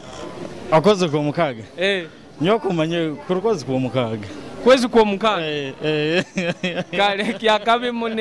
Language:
Nyoro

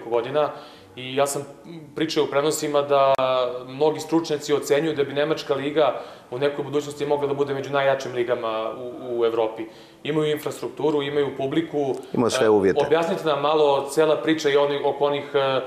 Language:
Croatian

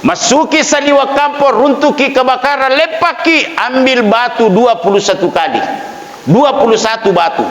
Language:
Buginese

